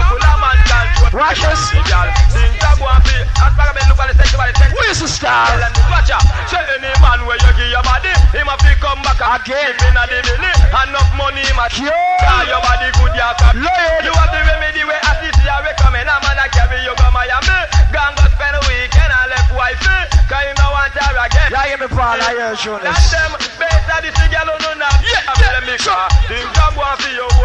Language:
Jamaican Creole English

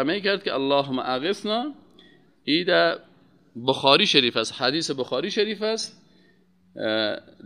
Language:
Persian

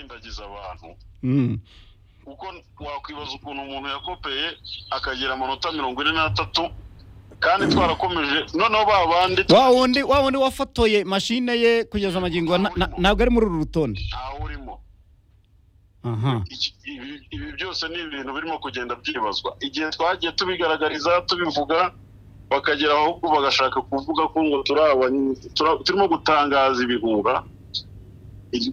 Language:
Kinyarwanda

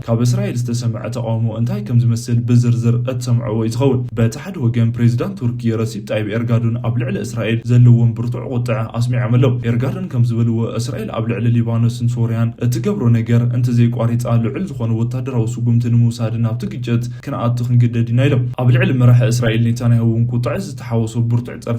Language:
Tigrinya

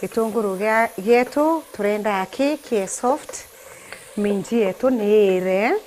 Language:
Meru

